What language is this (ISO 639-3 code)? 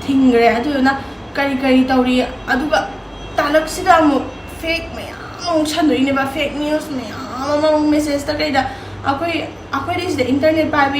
mni